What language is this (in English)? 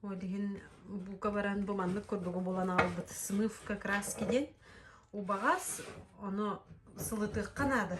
Yakut